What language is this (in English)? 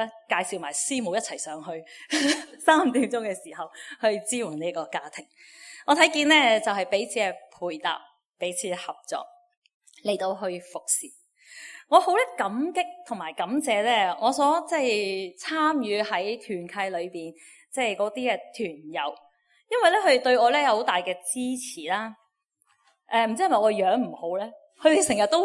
Cantonese